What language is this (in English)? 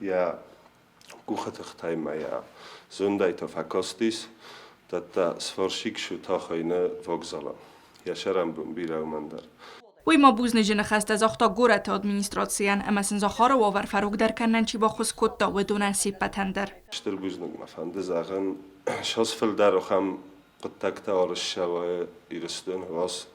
Ossetic